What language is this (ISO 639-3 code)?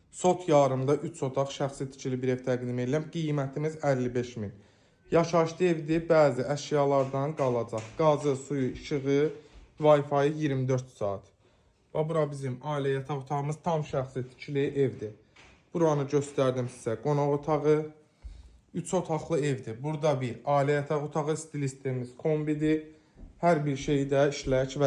aze